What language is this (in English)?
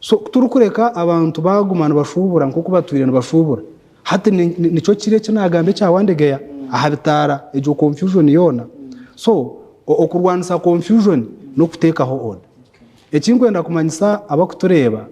Nyankole